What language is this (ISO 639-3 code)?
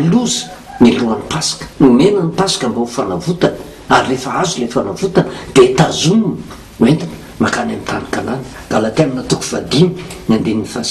mlg